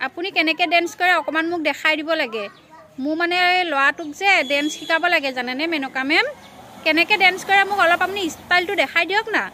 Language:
Assamese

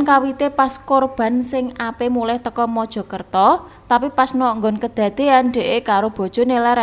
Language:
Javanese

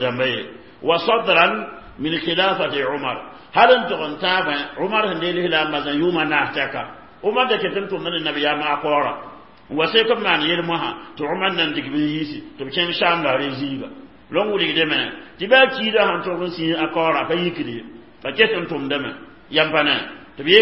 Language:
Mossi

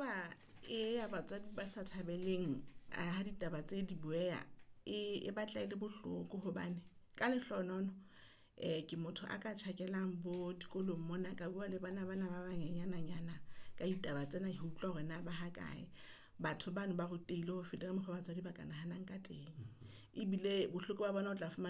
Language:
Southern Sotho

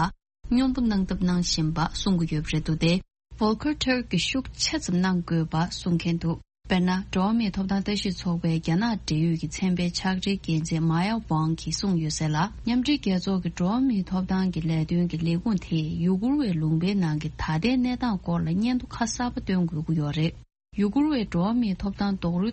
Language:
Tibetan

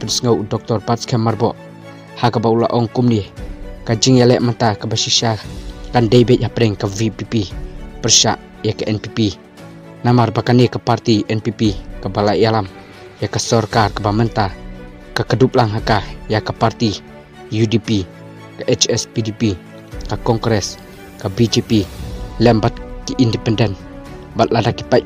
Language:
Khasi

